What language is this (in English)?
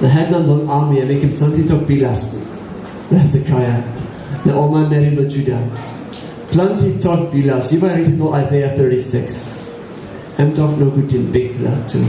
Tok Pisin